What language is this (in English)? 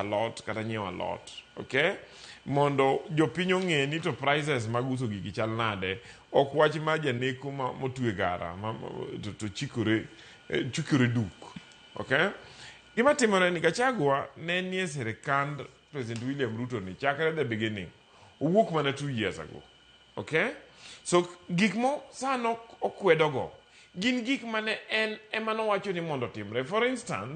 Luo (Kenya and Tanzania)